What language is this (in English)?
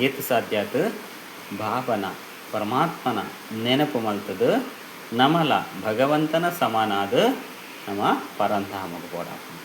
Tulu